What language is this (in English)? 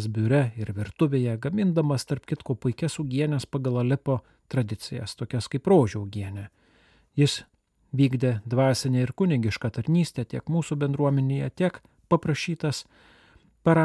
Lithuanian